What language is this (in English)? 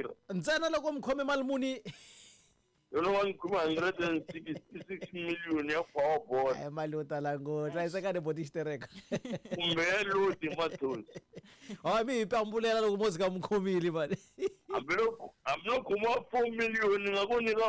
Tsonga